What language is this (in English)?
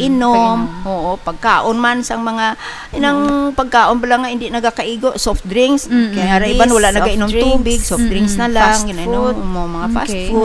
Hiligaynon